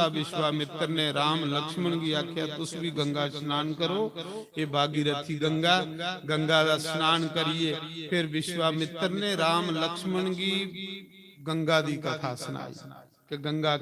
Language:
Dogri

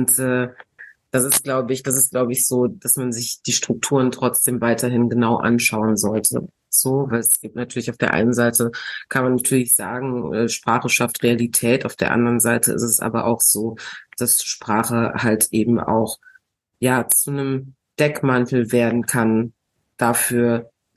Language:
German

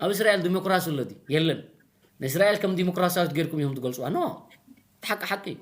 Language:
Tigrinya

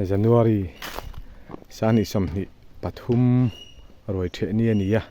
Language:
Mizo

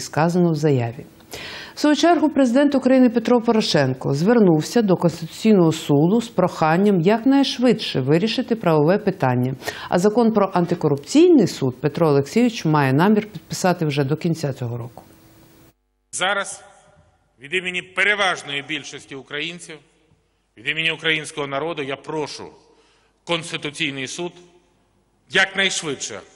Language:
Ukrainian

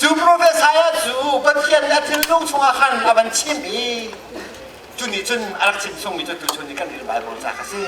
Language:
Hakha Chin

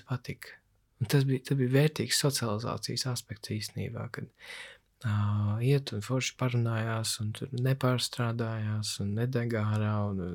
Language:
Latvian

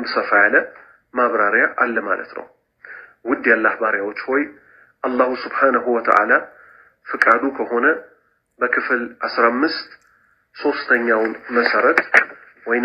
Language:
Amharic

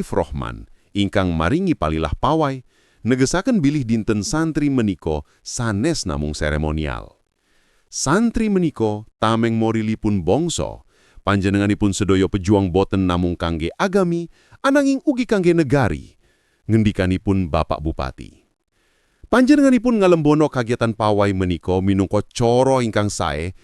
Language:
Javanese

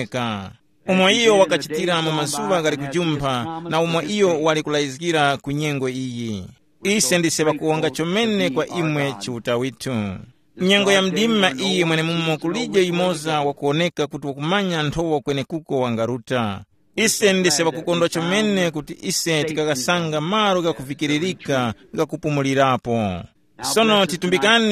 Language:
Tumbuka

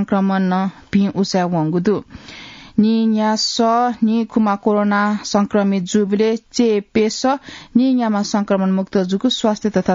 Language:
Newari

